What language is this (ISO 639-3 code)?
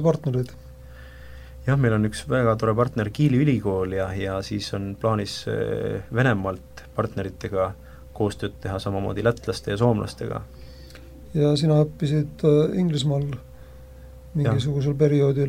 est